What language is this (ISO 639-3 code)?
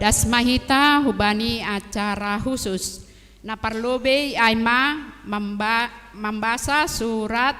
bts